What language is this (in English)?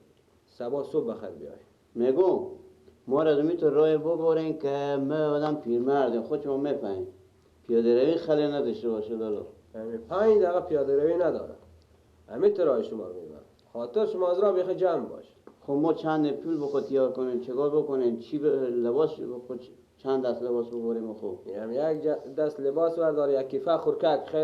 Persian